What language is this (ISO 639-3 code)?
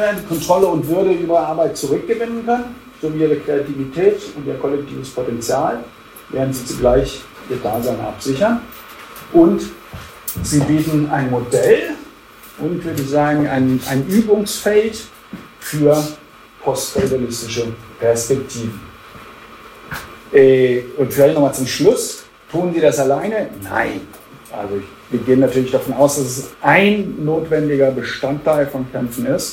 deu